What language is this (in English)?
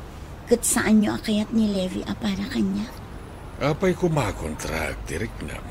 Iloko